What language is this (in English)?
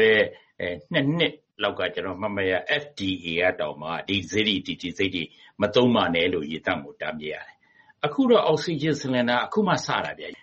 Burmese